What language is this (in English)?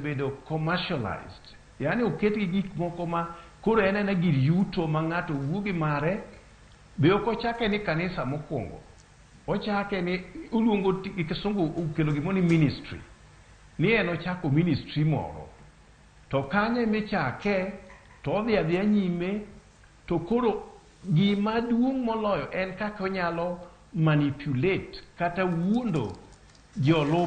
Luo (Kenya and Tanzania)